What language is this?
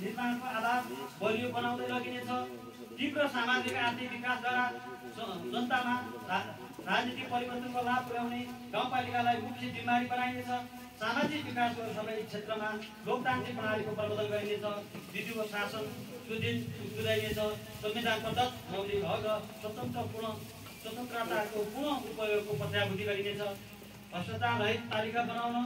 Nepali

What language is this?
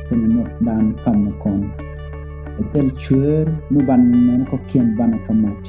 Nuer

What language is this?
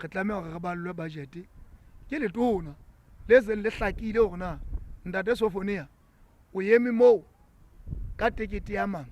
Southern Sotho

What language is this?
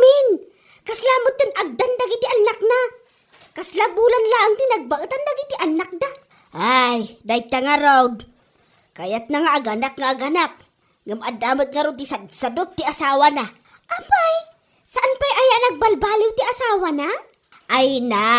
Iloko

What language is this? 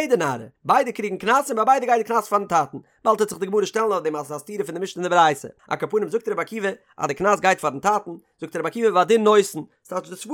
Yiddish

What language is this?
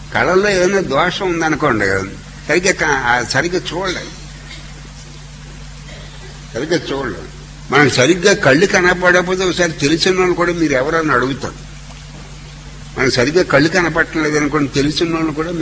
Telugu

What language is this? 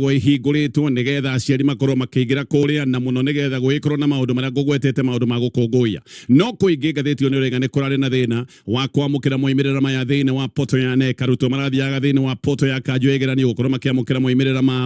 Kikuyu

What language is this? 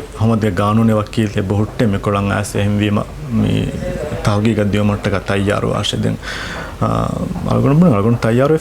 Divehi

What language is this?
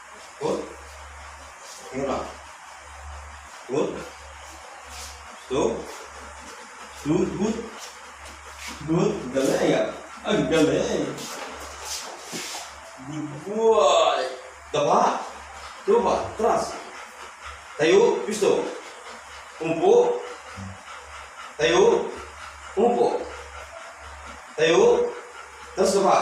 Filipino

